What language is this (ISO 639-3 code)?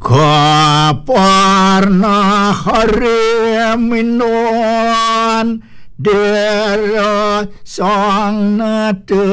ban